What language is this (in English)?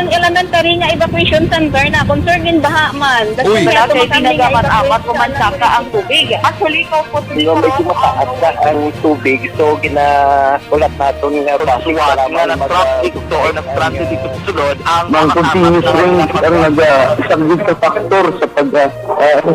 Hiligaynon